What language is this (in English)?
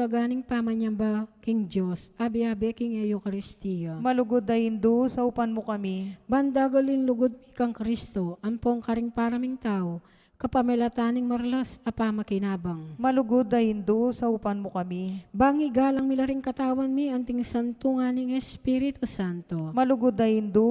Pampanga